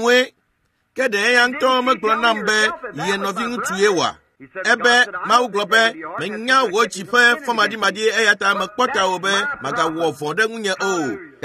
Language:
Ewe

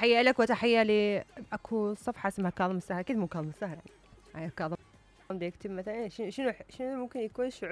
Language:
Mesopotamian Arabic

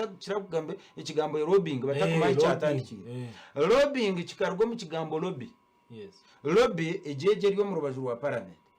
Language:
Nyankole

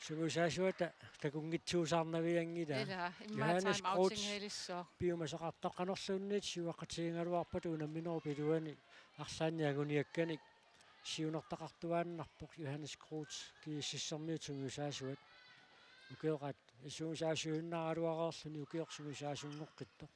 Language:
Kalaallisut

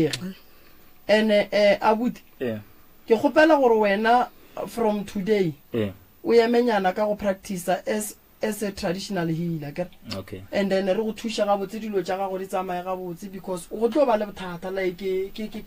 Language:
Northern Sotho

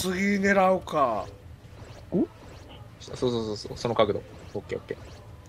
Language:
Japanese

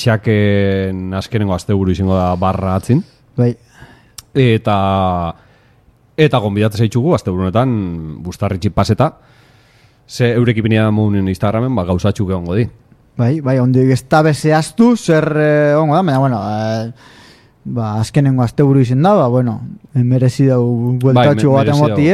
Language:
Basque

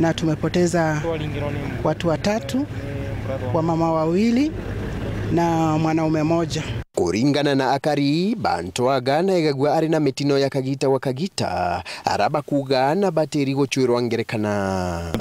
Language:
Meru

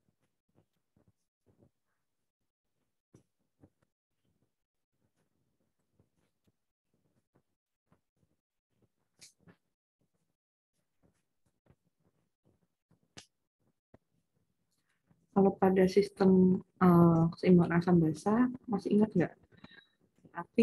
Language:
Indonesian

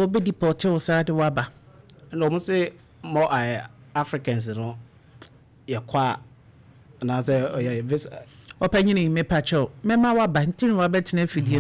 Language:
Akan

